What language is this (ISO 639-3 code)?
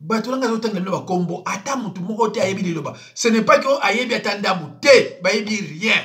lin